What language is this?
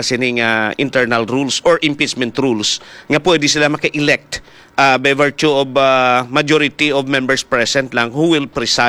Hiligaynon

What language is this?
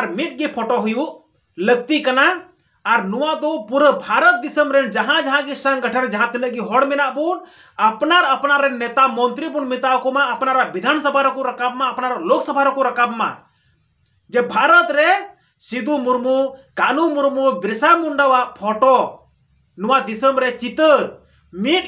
Santali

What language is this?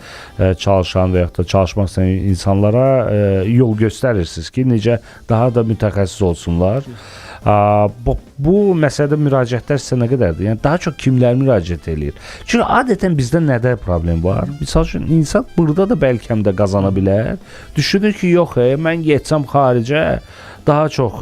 Azerbaijani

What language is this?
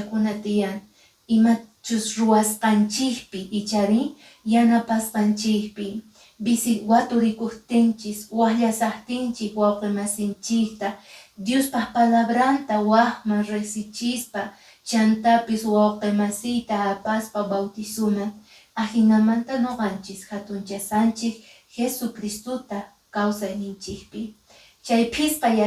Quechua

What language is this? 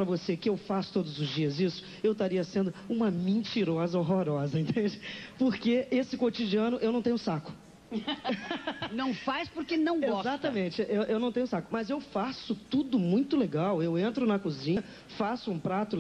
Portuguese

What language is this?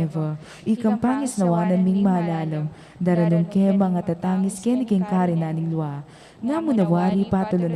Pampanga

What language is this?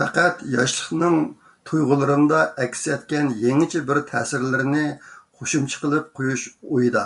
Uyghur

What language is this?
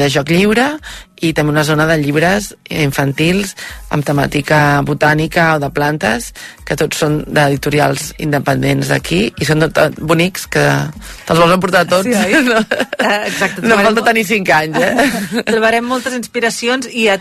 Catalan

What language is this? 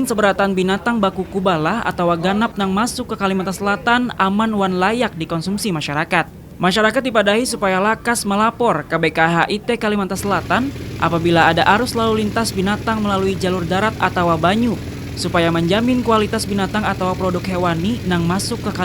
Banjar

